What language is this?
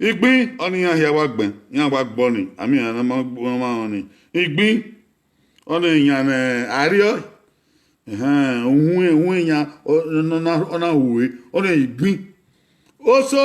Bini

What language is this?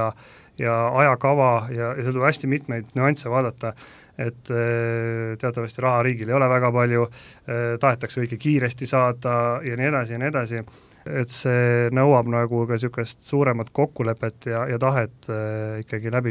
Estonian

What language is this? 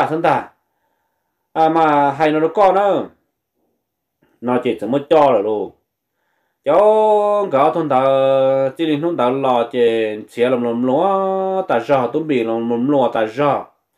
Vietnamese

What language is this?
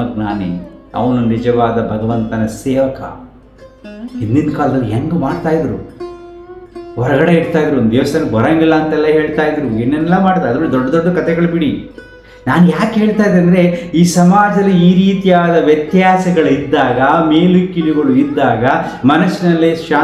Kannada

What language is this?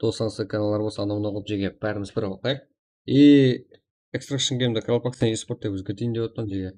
Kara-Kalpak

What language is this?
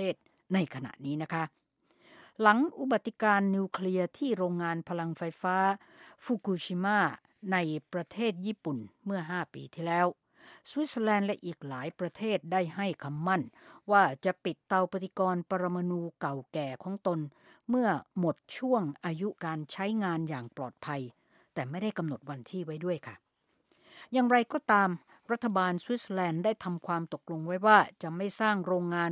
Thai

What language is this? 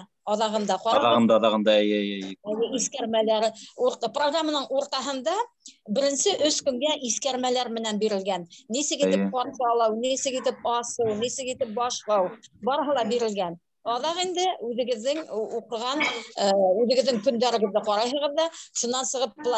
Bashkir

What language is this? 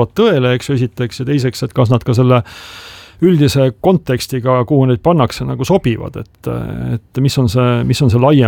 Estonian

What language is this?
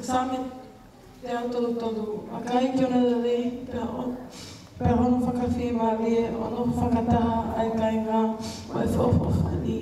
Tongan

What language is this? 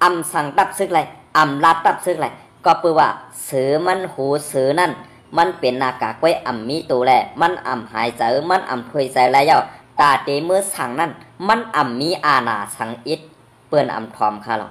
Shan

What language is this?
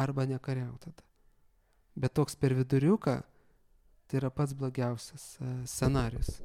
Lithuanian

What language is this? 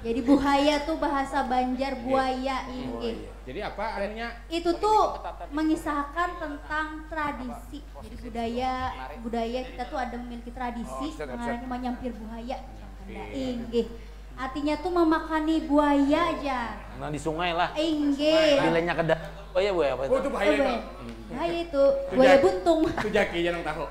Banjar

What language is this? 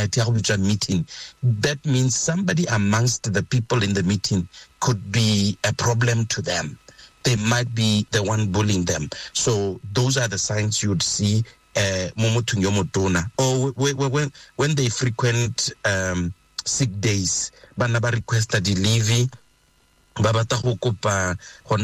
Tswana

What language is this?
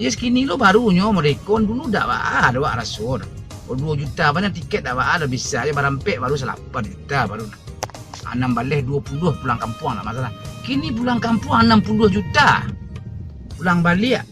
Minangkabau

